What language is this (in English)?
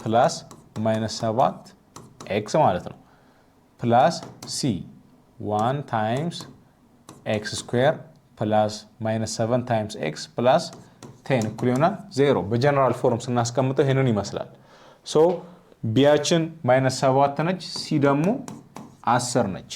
Amharic